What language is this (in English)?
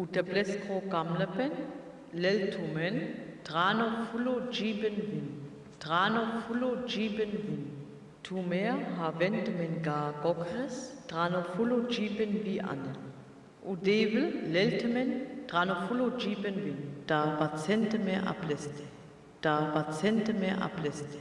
Sinte Romani